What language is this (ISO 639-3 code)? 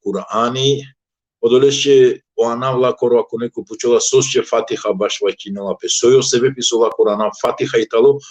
rmn